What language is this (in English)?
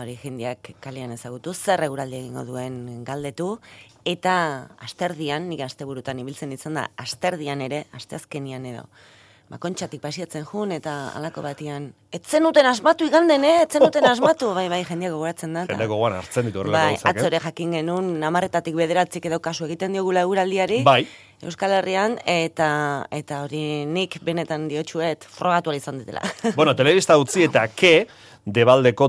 Basque